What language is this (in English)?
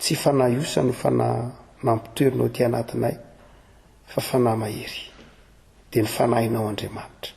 Malagasy